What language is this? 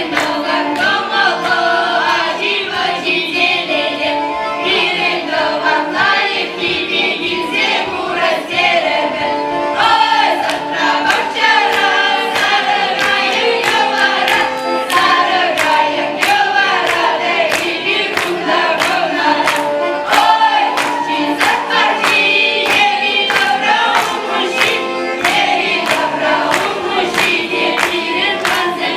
Chuvash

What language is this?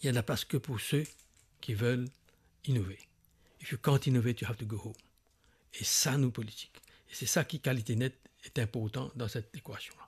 Morisyen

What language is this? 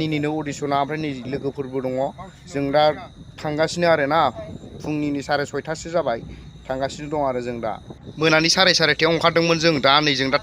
Bodo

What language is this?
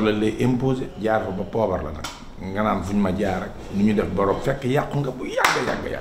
Wolof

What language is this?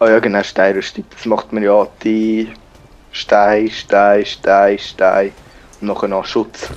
Swiss German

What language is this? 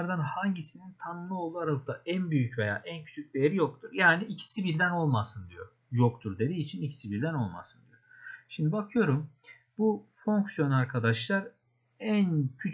Turkish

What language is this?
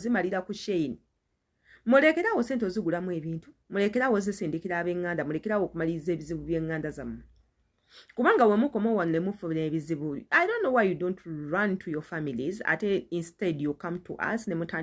Ganda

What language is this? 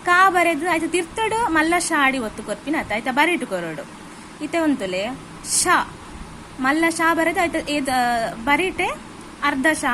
Tulu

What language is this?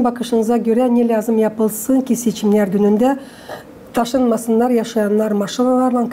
Gagauz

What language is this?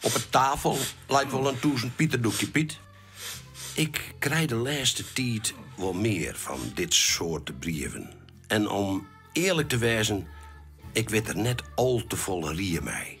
Western Frisian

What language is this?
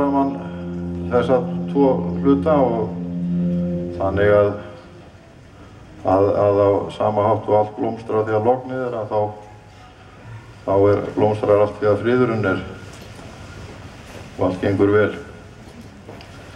Icelandic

